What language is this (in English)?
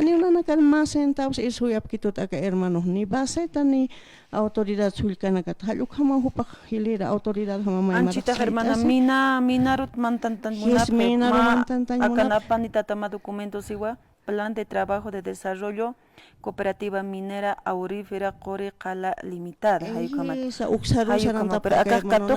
Aymara